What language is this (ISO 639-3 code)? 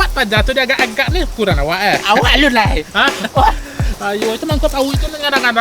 min